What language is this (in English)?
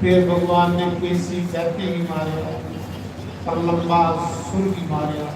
Dogri